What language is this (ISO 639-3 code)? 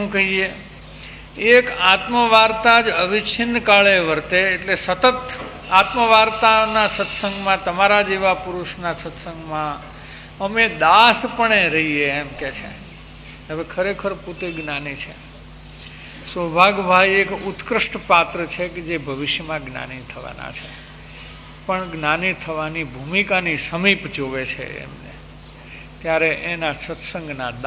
guj